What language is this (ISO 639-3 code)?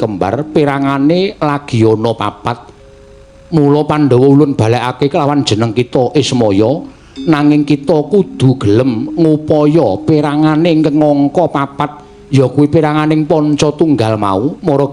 jav